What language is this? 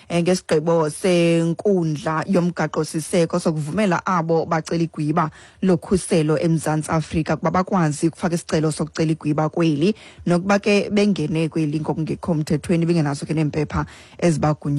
Xhosa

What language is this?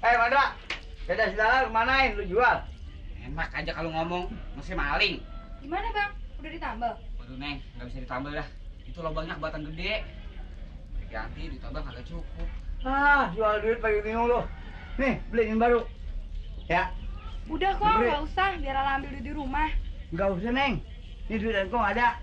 Betawi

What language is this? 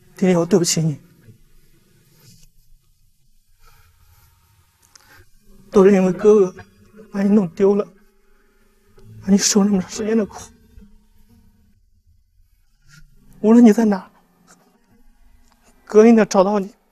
Chinese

